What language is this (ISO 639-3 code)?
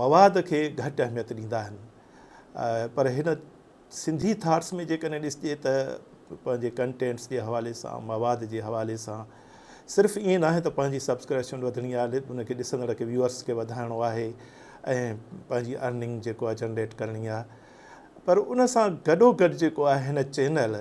snd